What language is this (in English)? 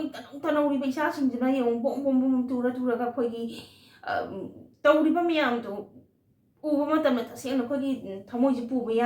Manipuri